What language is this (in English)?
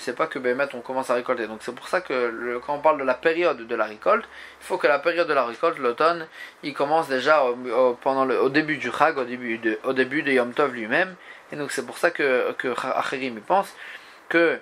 French